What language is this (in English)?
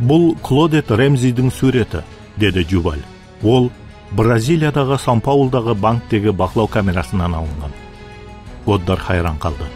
Kara-Kalpak